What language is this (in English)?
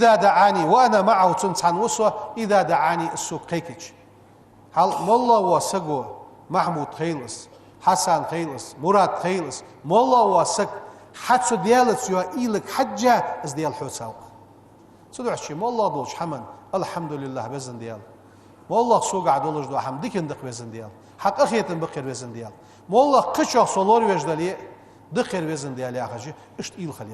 Ingush